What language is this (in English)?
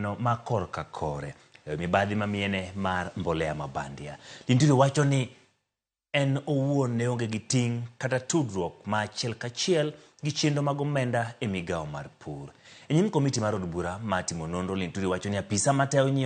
Luo (Kenya and Tanzania)